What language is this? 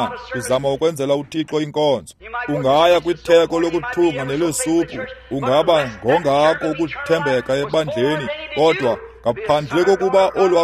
Xhosa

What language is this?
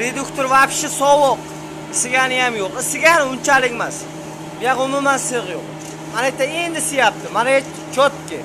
Uzbek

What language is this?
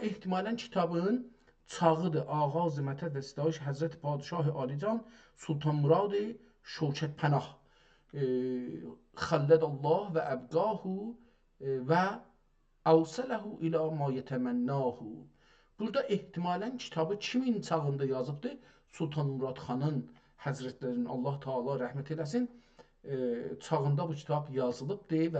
South Azerbaijani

